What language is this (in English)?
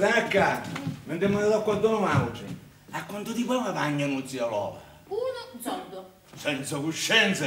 Sicilian